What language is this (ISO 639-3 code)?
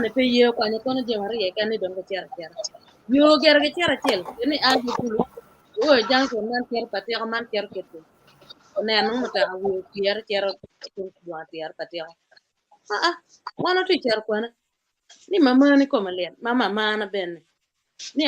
ach